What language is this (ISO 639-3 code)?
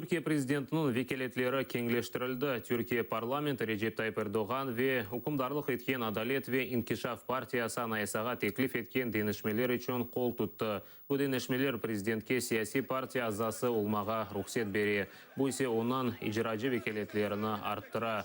crh